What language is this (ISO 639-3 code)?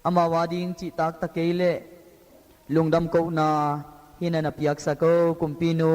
ctd